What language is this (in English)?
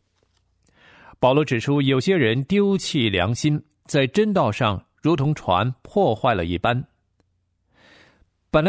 Chinese